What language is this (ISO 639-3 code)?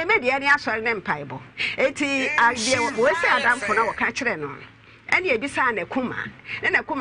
aka